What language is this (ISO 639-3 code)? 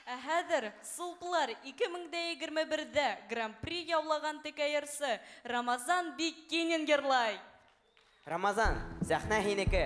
bak